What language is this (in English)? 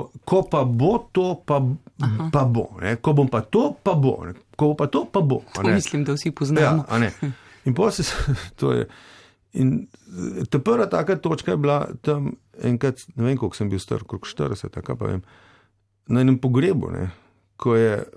Slovenian